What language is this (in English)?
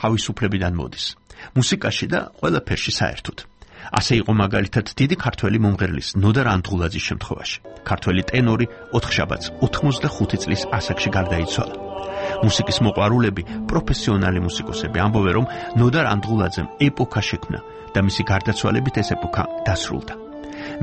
Georgian